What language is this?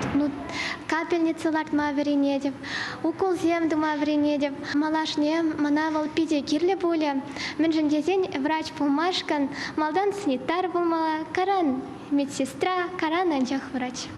Chuvash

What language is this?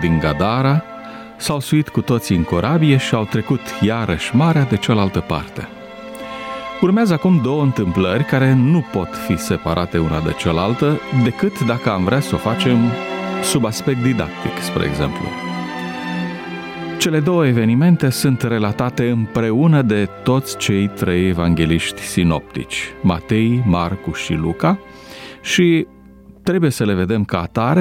Romanian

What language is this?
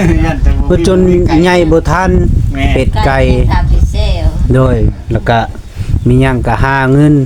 Lao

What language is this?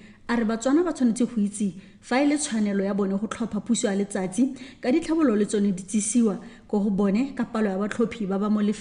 Tswana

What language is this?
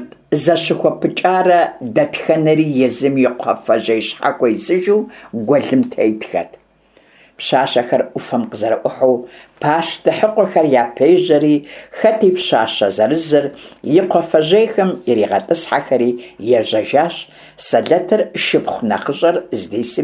Kabardian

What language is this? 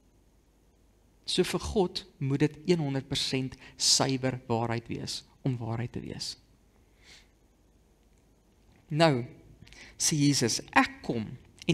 Afrikaans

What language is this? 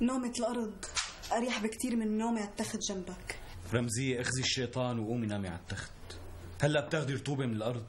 North Levantine Arabic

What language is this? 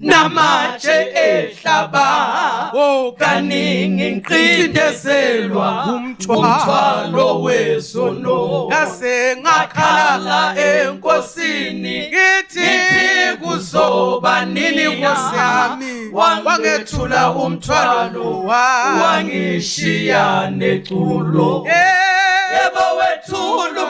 Zulu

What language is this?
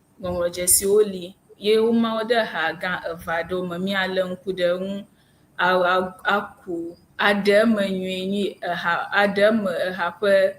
Ewe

